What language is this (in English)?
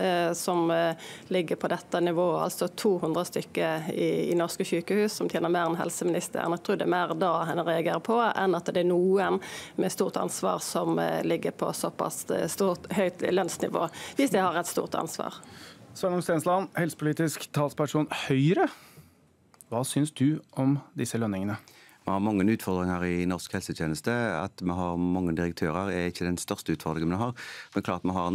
Norwegian